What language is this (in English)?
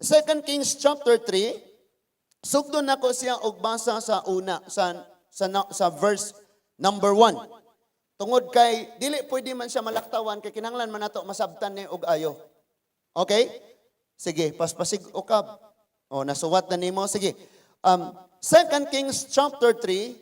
Cebuano